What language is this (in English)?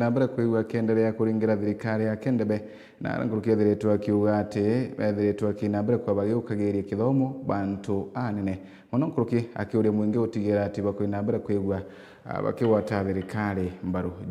Meru